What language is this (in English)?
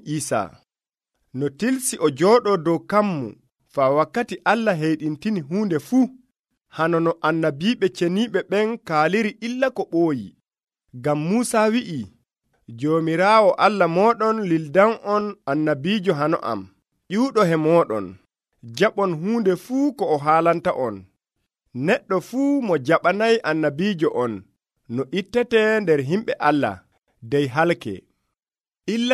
Nigerian Fulfulde